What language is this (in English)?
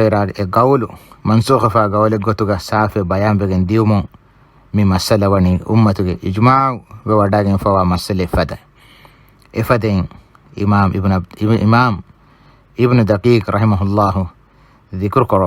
Divehi